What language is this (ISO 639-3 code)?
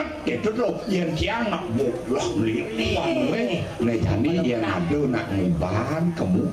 ban